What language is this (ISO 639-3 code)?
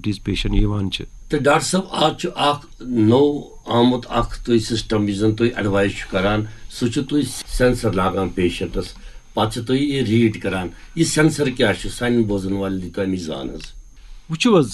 kas